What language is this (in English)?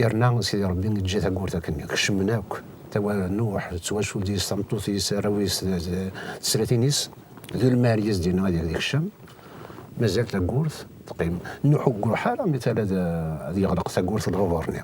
Kabyle